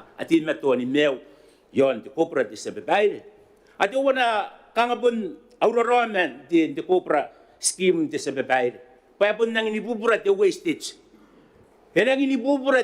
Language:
Gilbertese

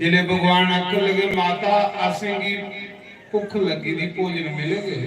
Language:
Dogri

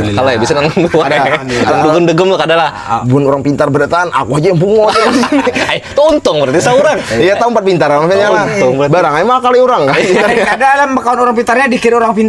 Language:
Banjar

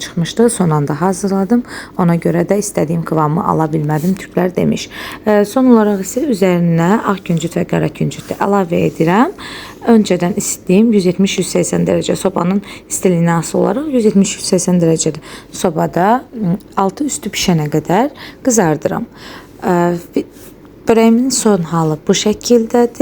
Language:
Azerbaijani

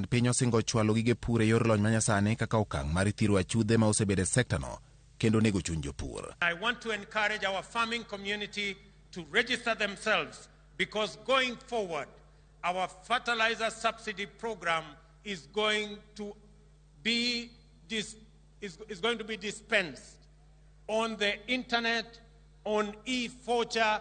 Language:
Luo (Kenya and Tanzania)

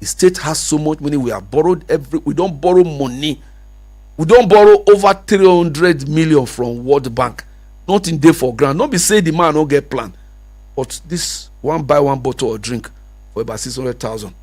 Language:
Nigerian Pidgin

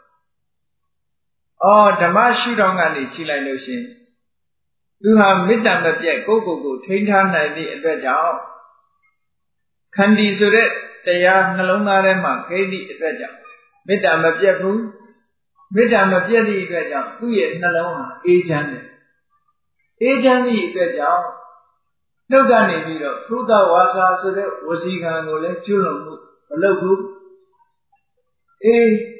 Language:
Burmese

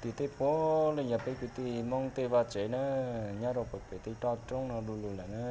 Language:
Hmong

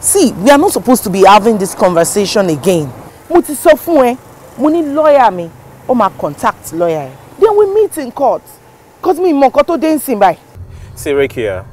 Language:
Yoruba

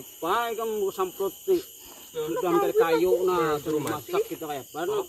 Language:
Banjar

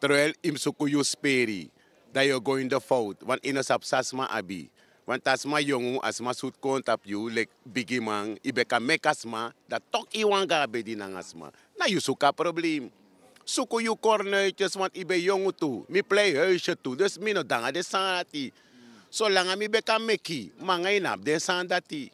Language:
Sranan Tongo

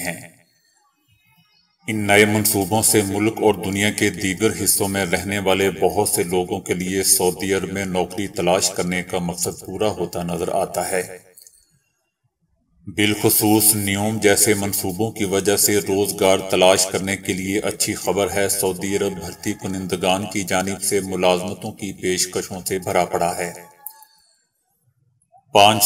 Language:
Urdu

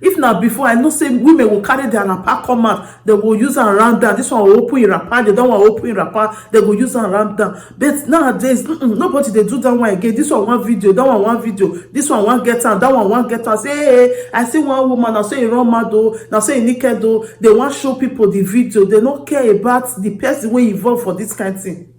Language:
Nigerian Pidgin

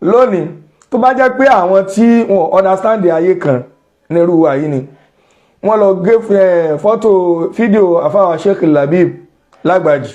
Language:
Yoruba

